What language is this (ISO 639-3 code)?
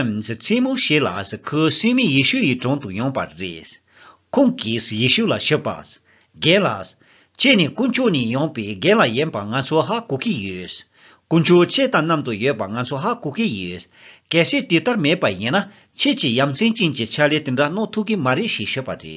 bod